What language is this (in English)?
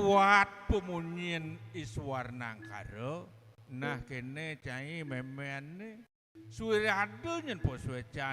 Balinese